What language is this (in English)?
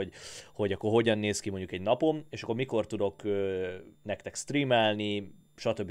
Hungarian